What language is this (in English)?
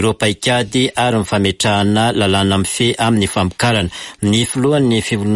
Malagasy